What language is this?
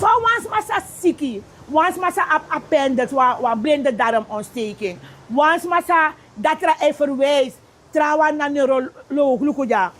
Sranan Tongo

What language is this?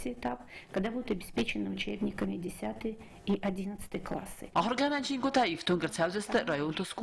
Ossetic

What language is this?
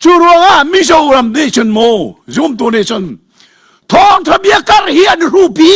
Hakha Chin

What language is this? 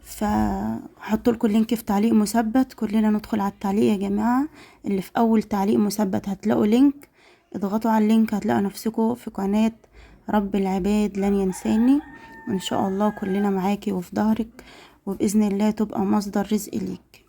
Egyptian Arabic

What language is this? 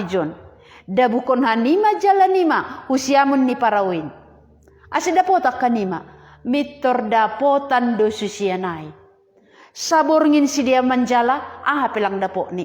Batak Simalungun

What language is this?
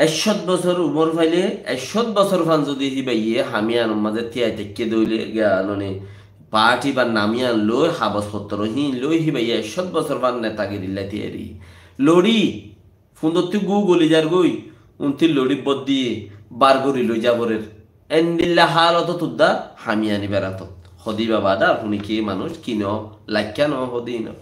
Rohingya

